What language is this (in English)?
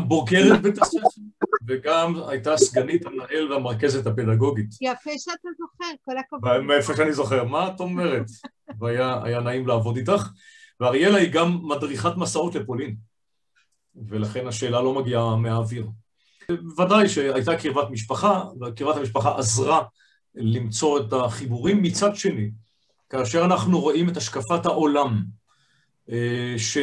Hebrew